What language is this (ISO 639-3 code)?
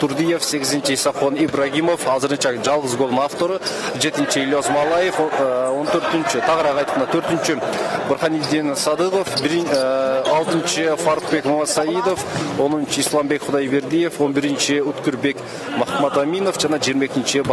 kir